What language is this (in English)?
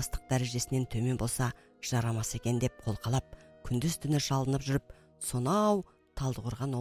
Kazakh